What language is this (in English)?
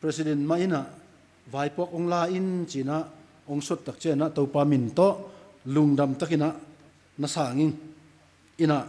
Tedim Chin